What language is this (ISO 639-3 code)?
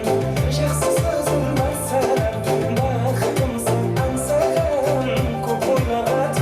kaa